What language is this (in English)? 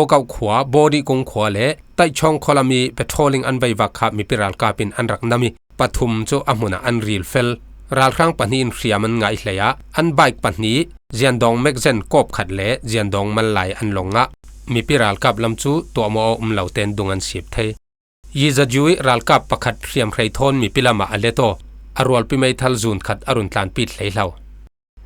Falam Chin